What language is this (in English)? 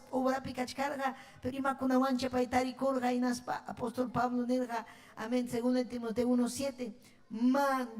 Ayacucho Quechua